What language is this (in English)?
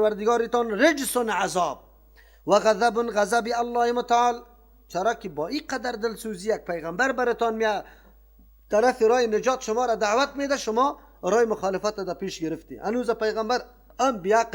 Persian